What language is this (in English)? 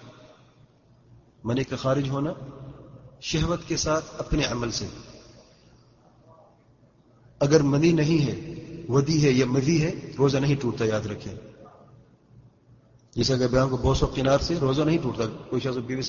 Urdu